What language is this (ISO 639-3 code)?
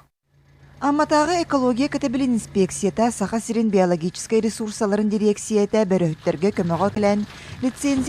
sah